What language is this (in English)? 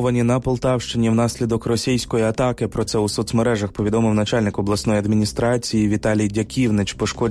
Ukrainian